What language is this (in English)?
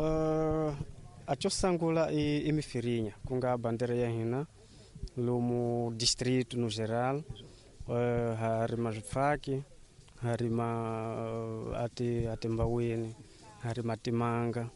Tsonga